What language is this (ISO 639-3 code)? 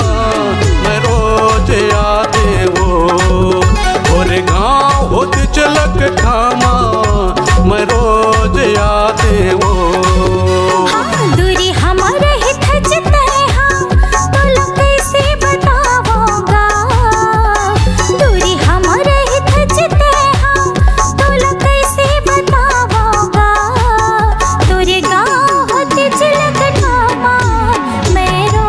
hne